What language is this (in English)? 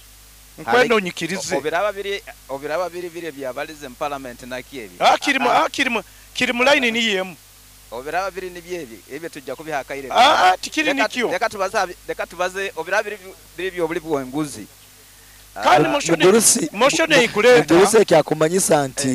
Nyoro